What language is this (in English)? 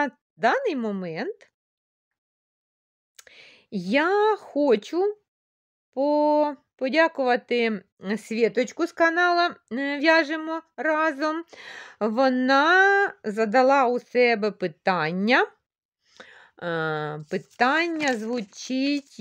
Ukrainian